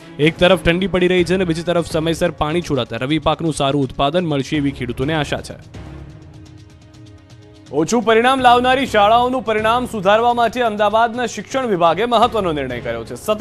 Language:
Gujarati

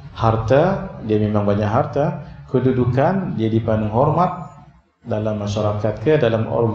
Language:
Malay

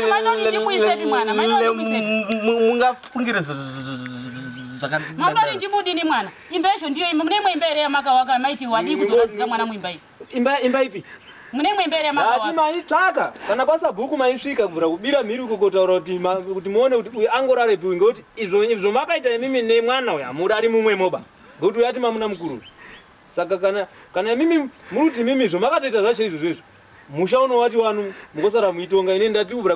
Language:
Shona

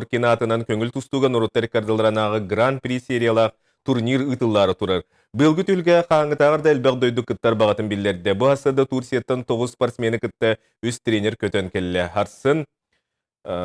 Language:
Yakut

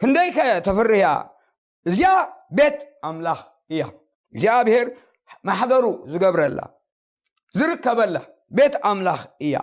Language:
Tigrinya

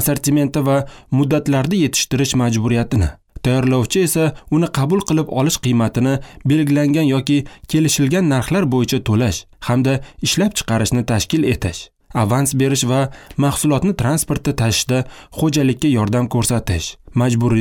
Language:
Uzbek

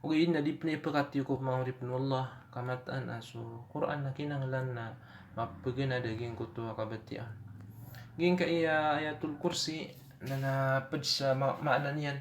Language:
Maranao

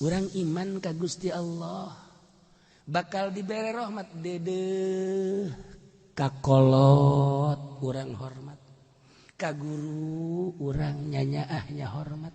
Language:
Sundanese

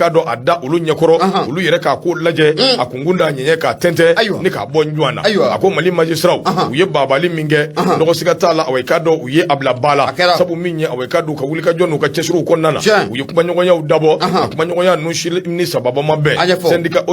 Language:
Bambara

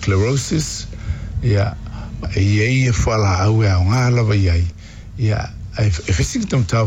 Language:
Samoan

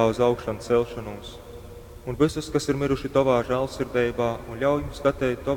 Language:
Latgalian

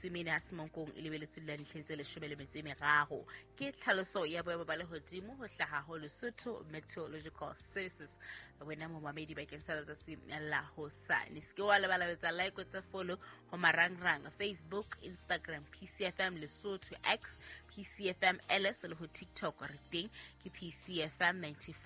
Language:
Southern Sotho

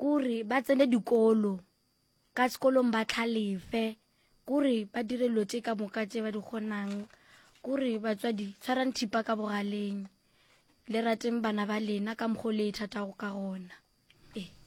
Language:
Northern Sotho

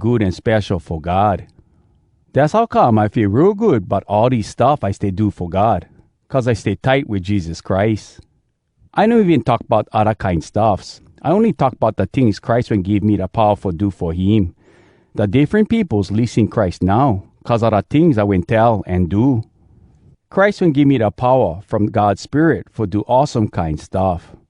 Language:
Hawai'i Creole English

